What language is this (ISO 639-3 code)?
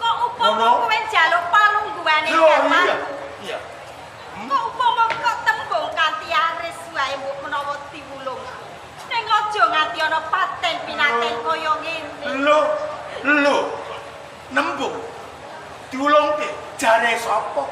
jav